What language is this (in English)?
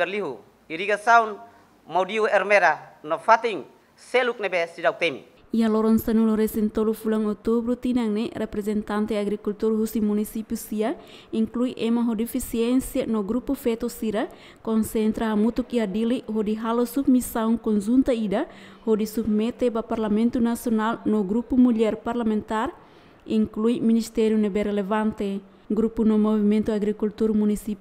Tetum